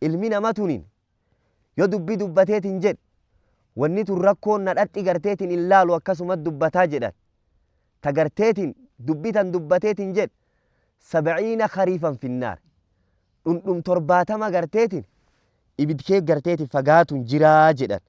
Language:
Oromo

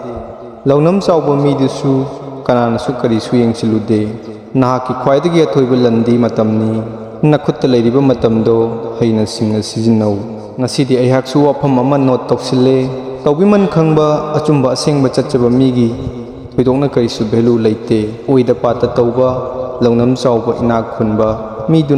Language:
Manipuri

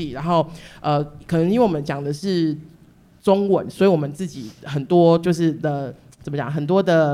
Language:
Chinese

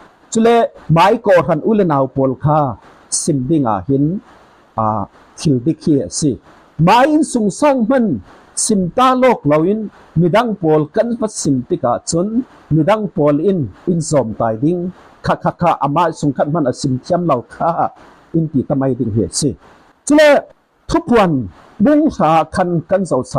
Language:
Falam Chin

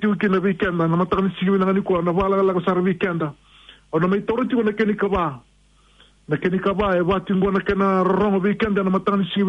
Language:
Fijian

